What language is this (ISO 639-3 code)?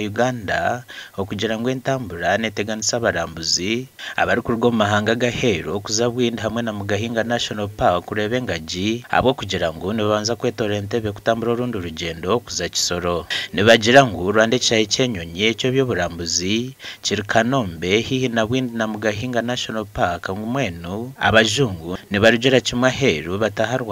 nyn